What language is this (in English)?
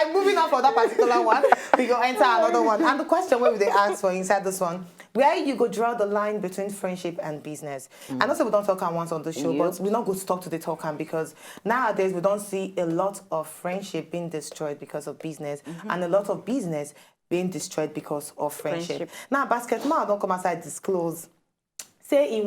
Nigerian Pidgin